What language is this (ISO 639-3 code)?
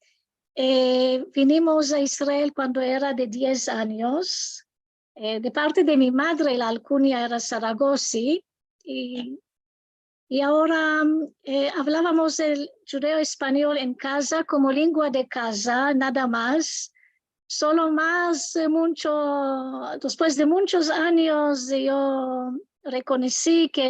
lad